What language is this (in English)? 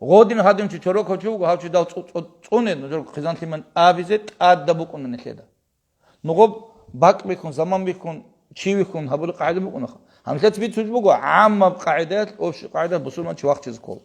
Avaric